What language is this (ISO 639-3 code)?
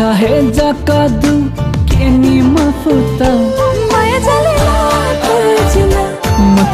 new